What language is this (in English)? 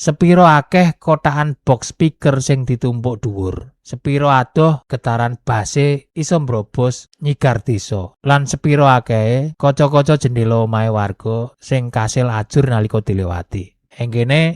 Javanese